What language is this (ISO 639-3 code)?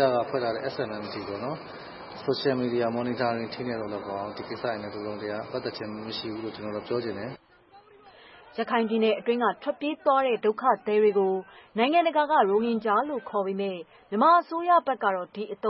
mya